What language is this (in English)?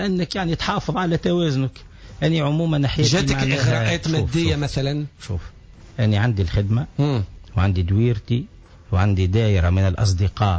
Tunisian Arabic